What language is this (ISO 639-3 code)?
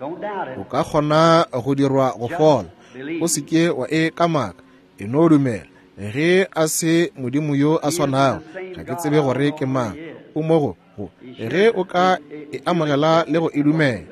nso